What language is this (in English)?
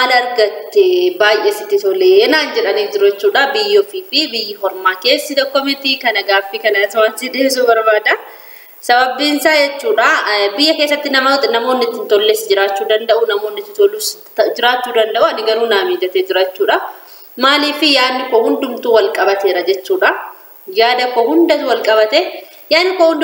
Oromo